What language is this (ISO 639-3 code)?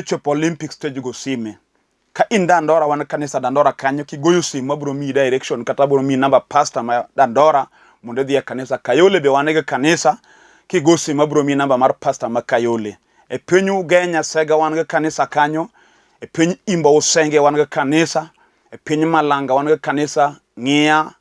luo